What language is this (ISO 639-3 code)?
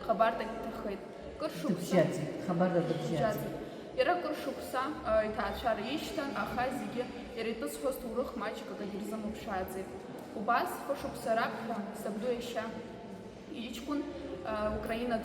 abk